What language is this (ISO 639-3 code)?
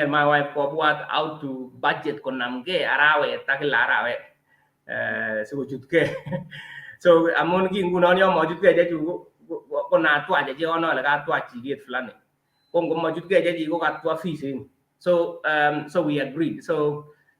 kln